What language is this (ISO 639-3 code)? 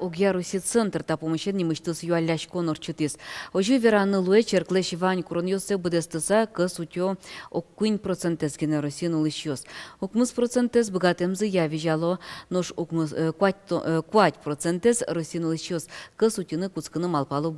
udm